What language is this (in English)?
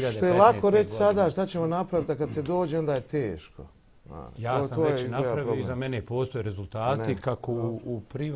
Bosnian